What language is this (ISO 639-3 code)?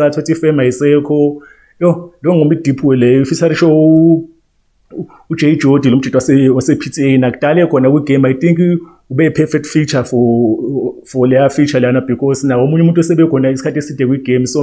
zul